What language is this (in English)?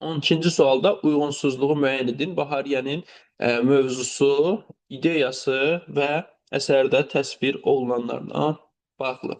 Azerbaijani